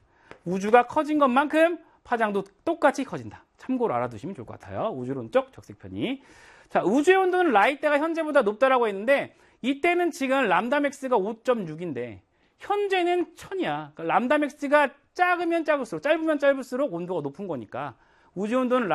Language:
Korean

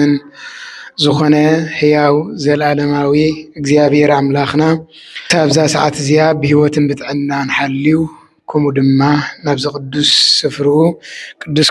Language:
Tigrinya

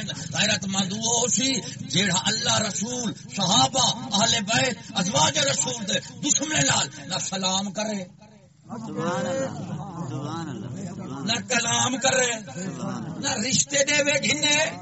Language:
Saraiki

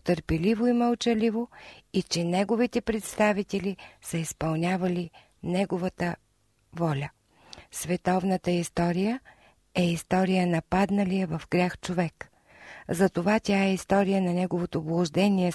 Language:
Bulgarian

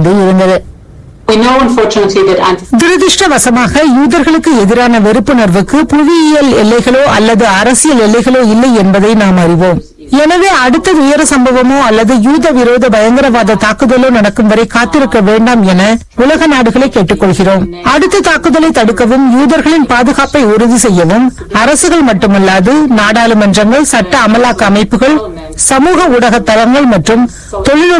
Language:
Tamil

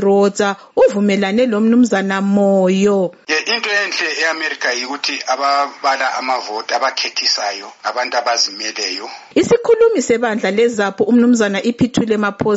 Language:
North Ndebele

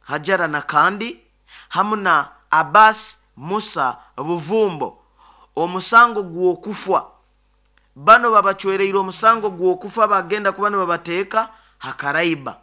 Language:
Nyoro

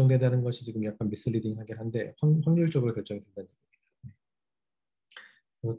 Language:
Korean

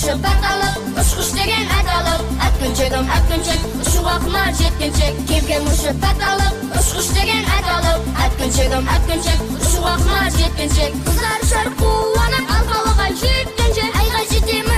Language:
Kara-Kalpak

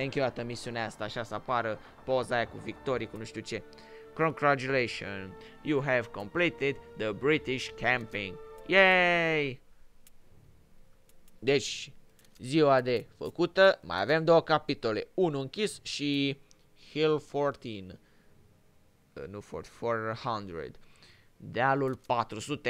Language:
Romanian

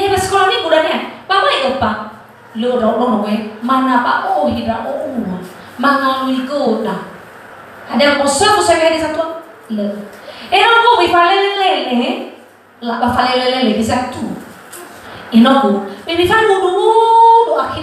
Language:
Nias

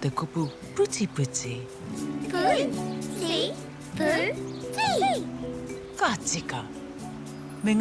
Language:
Māori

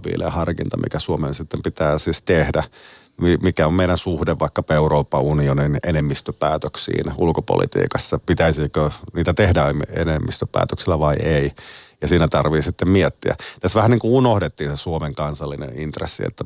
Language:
Finnish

